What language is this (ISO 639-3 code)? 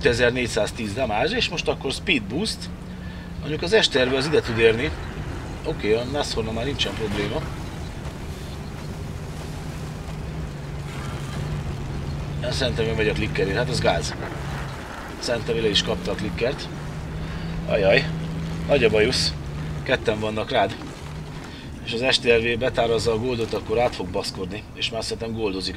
hun